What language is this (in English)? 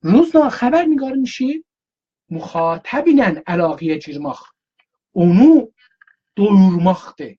South Azerbaijani